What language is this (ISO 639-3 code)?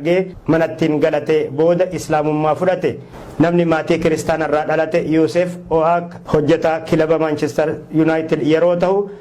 orm